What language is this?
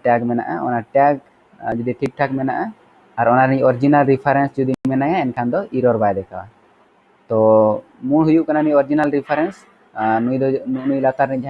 Santali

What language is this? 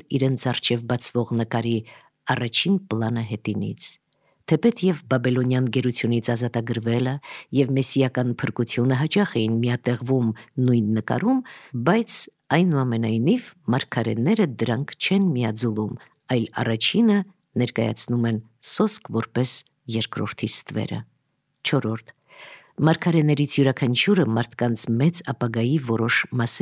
Armenian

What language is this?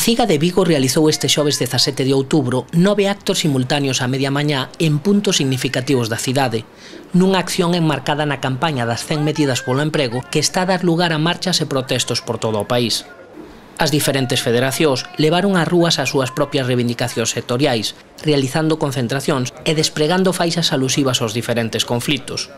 Galician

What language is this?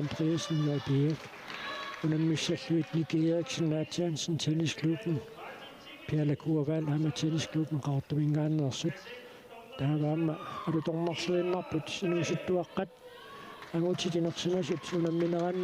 Kalaallisut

